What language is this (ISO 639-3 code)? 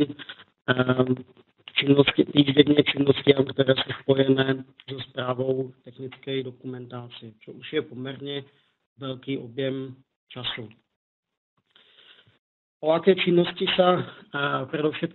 slk